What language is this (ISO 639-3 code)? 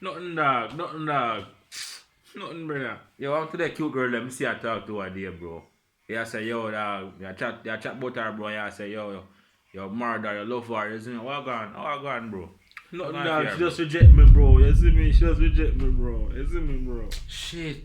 jam